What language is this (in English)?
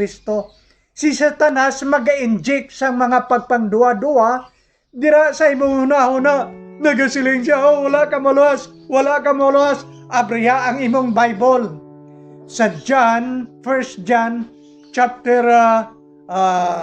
Hiligaynon